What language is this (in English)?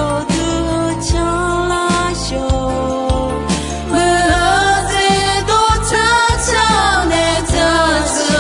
Akha